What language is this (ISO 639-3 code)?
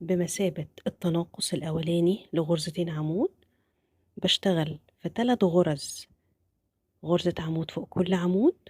arz